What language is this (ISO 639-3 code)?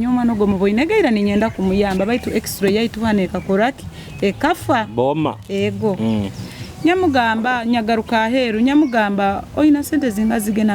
nyo